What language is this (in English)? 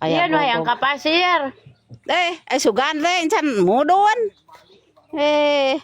Sundanese